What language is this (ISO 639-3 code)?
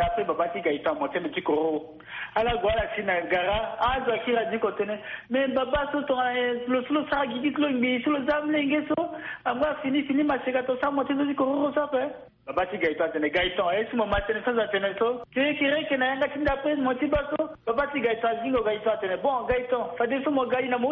sag